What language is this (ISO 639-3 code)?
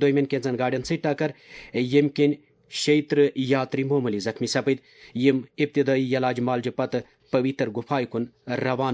kas